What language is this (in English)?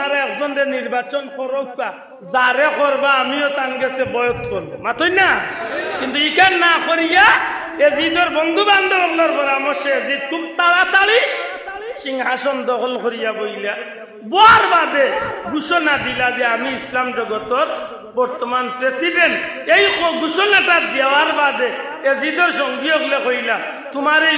Sylheti